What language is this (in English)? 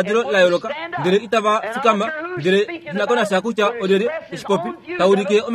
Kuanyama